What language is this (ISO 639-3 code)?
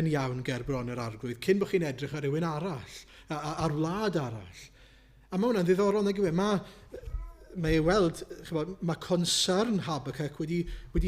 cym